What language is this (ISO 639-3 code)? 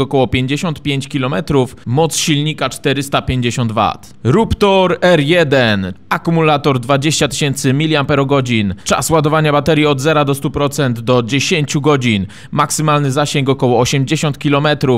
pol